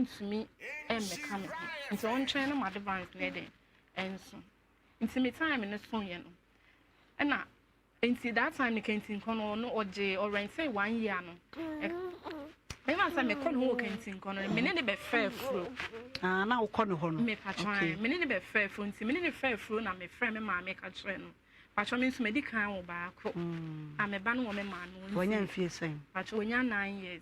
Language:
Akan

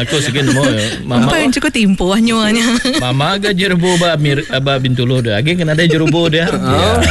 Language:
Iban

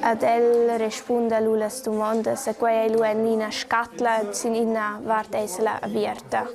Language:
Romansh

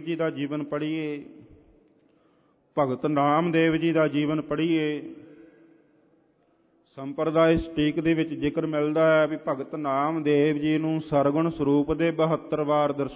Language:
Punjabi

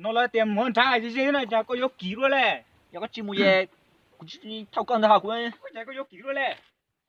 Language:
Hmong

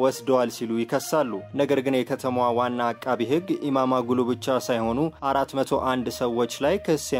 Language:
Amharic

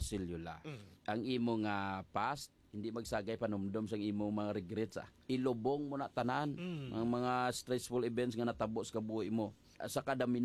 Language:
Hiligaynon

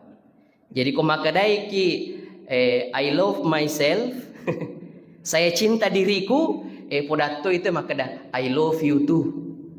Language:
Buginese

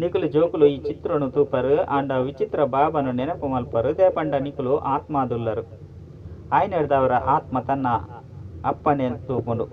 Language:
Tulu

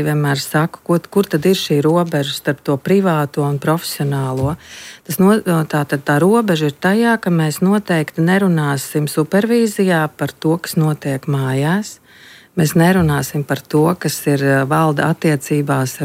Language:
Latvian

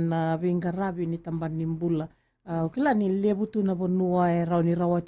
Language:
Fijian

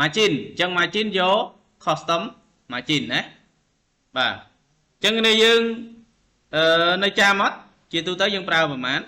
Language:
Khmer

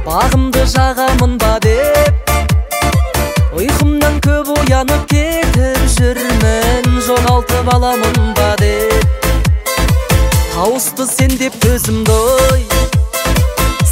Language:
Kazakh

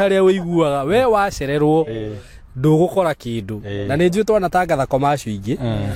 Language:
Kikuyu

